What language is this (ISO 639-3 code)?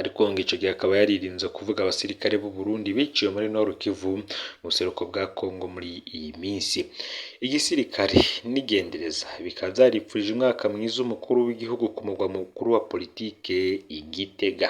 run